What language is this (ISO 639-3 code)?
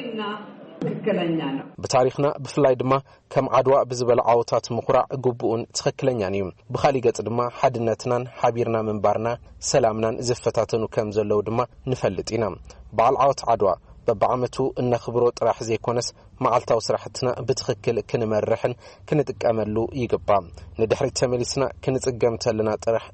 tir